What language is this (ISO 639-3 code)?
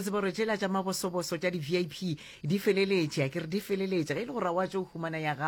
nso